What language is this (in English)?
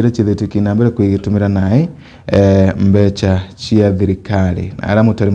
Meru